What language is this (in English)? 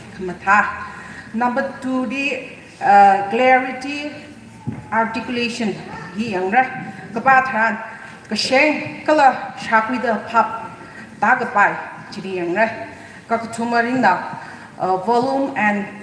Tangkhul Naga (India)